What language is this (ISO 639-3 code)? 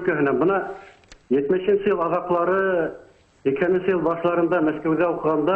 bak